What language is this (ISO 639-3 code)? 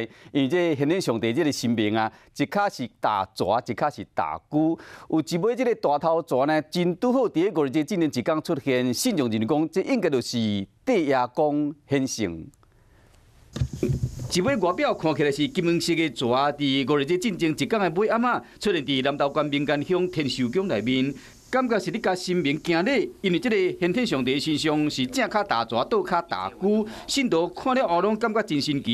nan